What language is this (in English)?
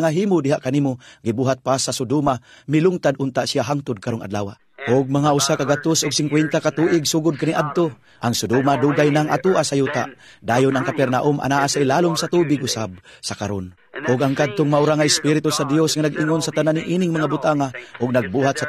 Cebuano